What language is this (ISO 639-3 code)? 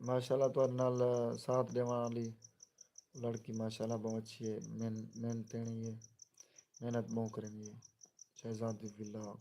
skr